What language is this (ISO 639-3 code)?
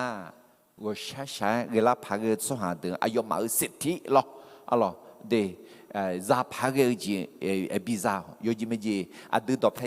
ahk